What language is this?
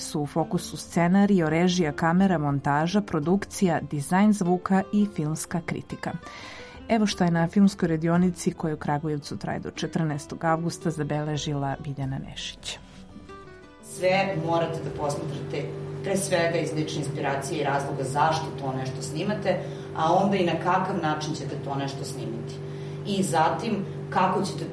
Serbian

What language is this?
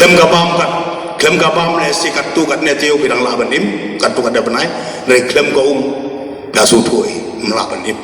Khasi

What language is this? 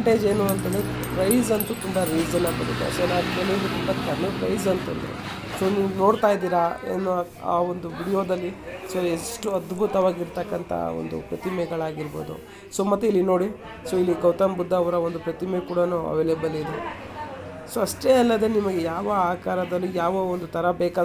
Kannada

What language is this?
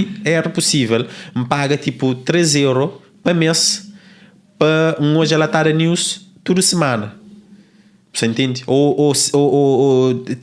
Kabuverdianu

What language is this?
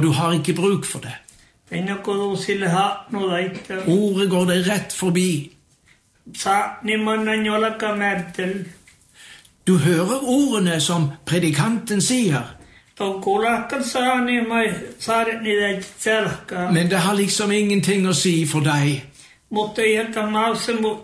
Norwegian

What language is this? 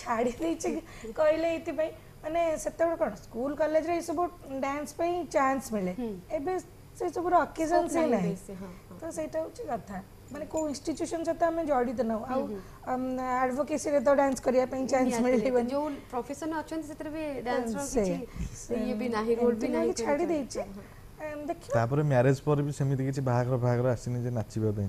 Odia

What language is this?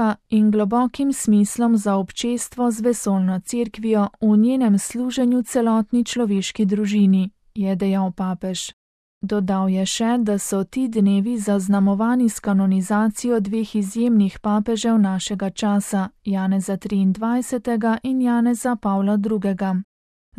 Slovenian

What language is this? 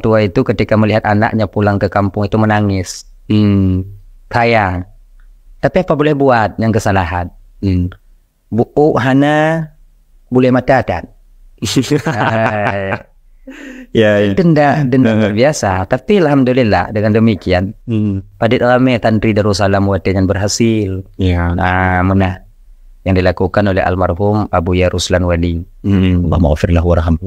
Achinese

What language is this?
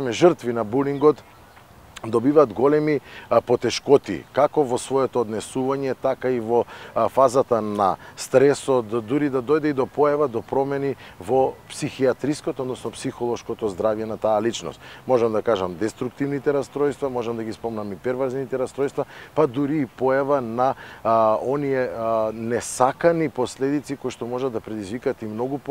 Macedonian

